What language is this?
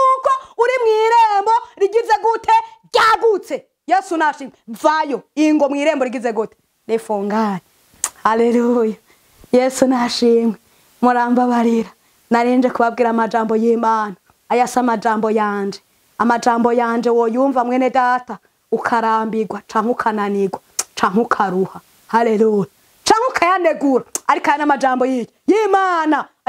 Rundi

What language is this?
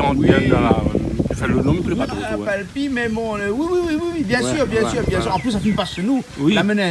Réunion Creole French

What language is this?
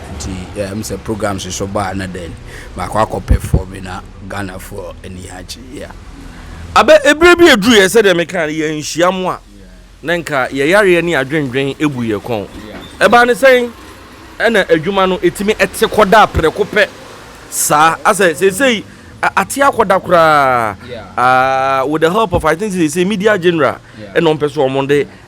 Akan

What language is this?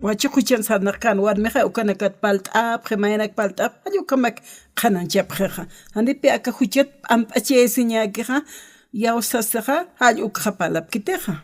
Aymara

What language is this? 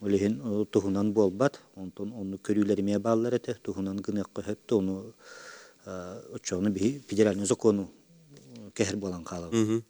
Yakut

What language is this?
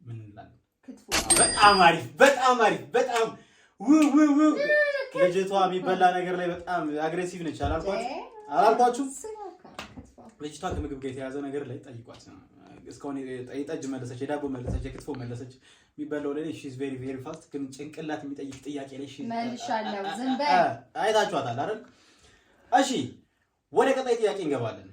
Amharic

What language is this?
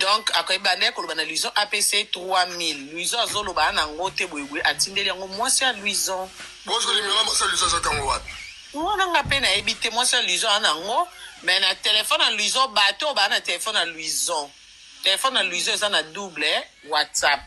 Lingala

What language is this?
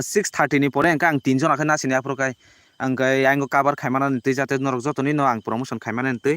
Kok Borok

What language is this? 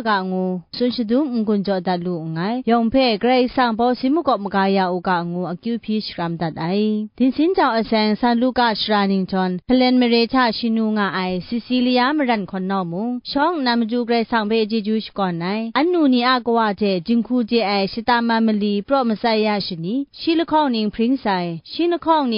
Kachin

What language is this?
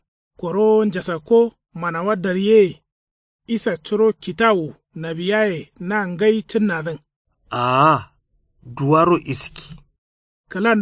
Kanuri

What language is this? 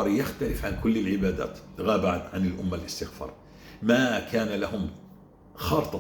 North Levantine Arabic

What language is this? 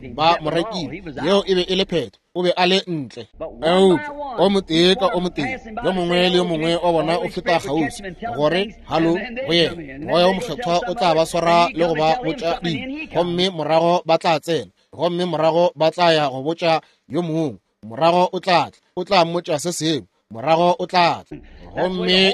Northern Sotho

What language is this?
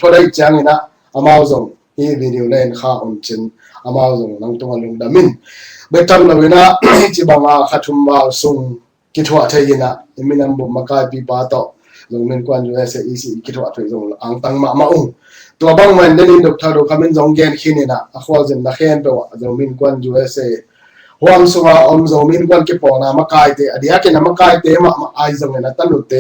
Tedim Chin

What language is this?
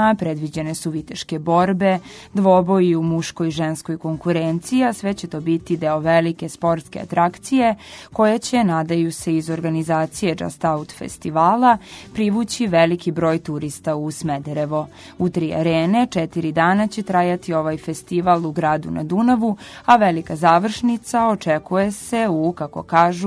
Serbian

